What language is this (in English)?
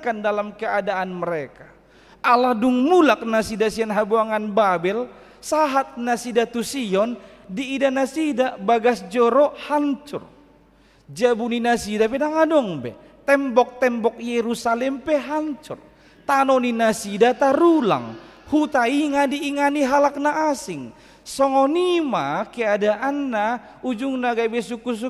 Batak Toba